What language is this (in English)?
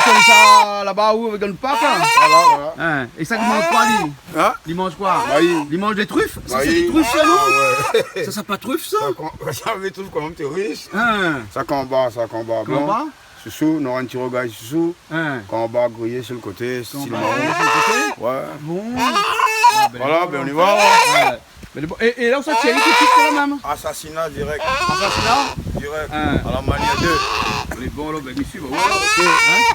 Réunion Creole French